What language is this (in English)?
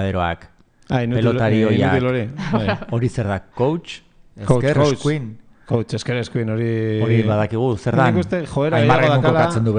Basque